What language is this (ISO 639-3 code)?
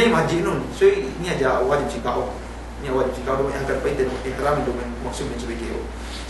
yka